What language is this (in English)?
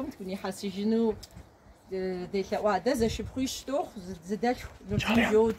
Kabardian